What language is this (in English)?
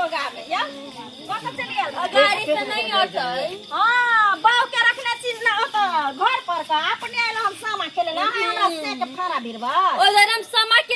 Maithili